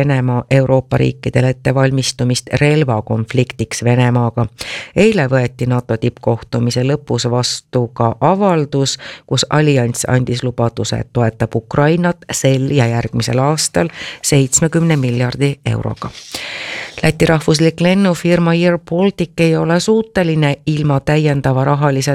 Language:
Estonian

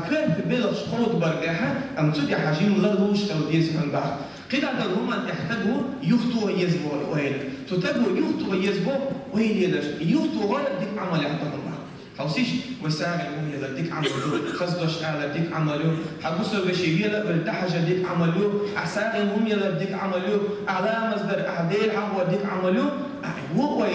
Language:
Chechen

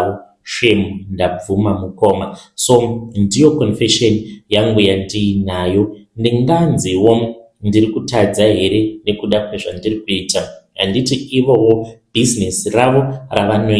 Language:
Shona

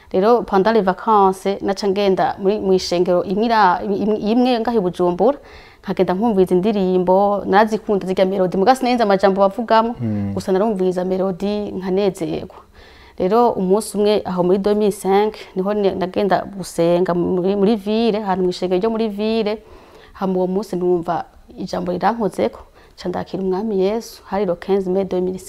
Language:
Rundi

